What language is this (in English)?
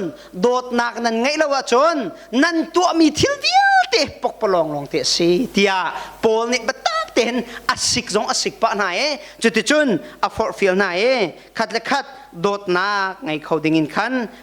Hakha Chin